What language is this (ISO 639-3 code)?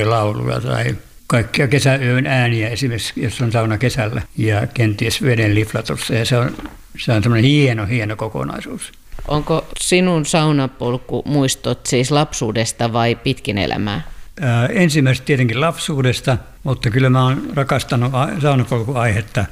fin